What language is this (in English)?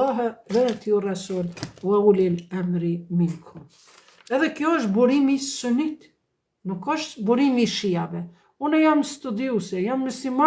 Albanian